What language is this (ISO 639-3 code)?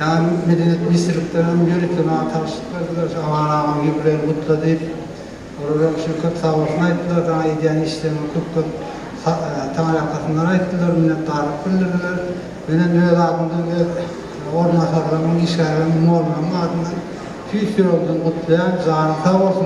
tuk